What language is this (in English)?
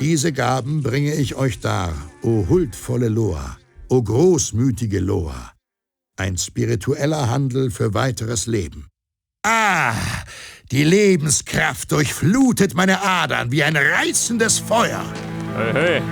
Bavarian